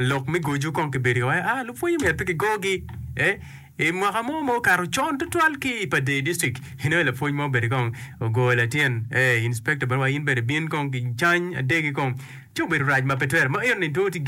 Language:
Acoli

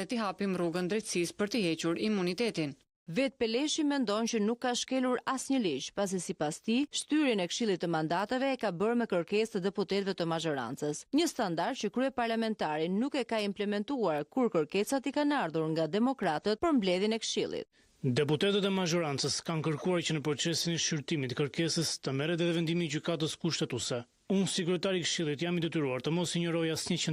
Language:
Albanian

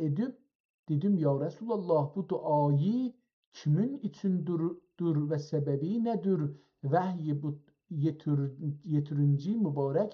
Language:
South Azerbaijani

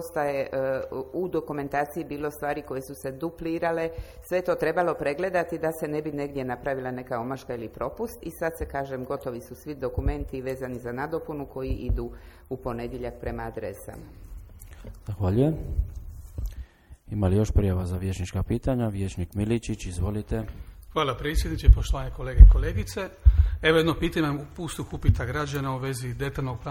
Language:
Croatian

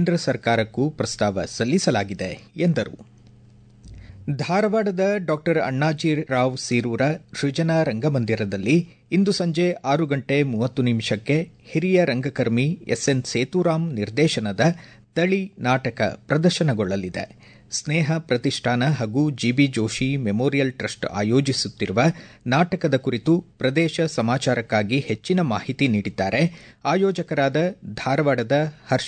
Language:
Kannada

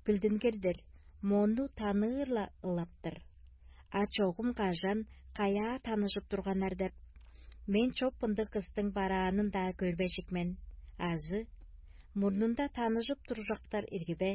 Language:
Tuvinian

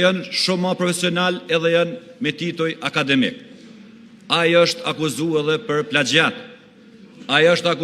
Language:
Albanian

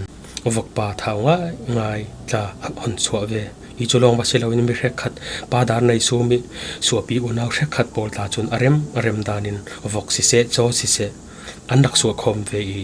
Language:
Falam Chin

